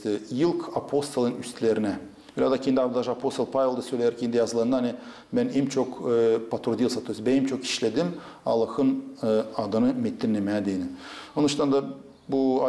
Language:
Gagauz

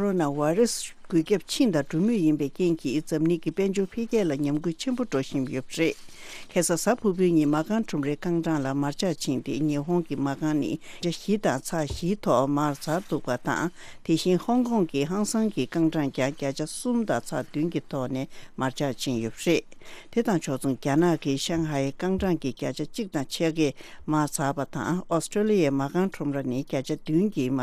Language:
Tibetan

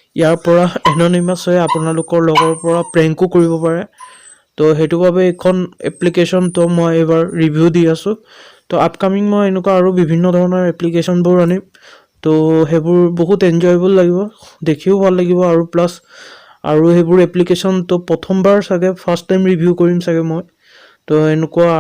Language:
Assamese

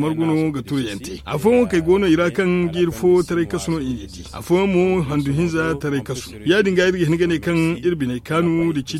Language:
Zarma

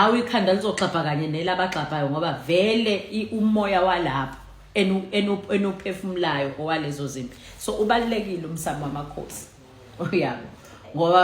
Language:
Zulu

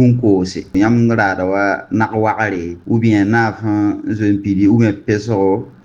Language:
Mossi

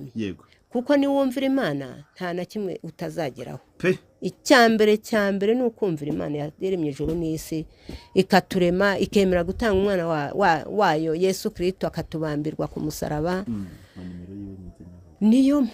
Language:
Kinyarwanda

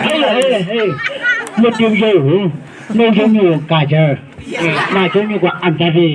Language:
Chang Naga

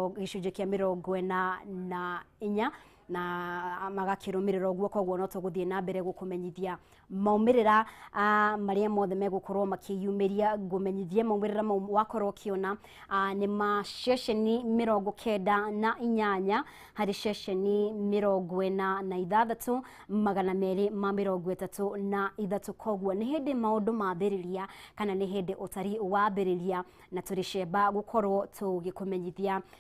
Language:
Kikuyu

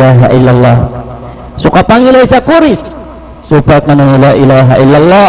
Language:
Maranao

